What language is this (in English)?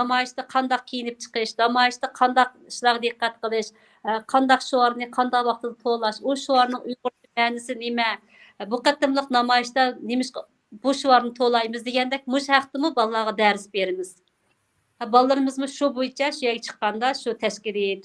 Uyghur